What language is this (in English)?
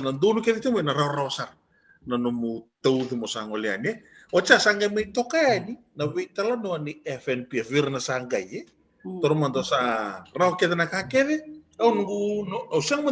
Fijian